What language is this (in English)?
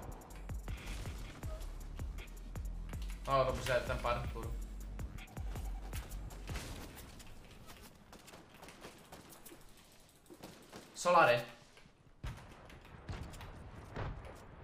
Czech